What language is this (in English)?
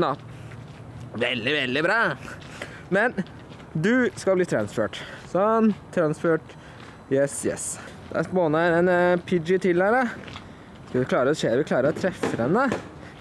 Norwegian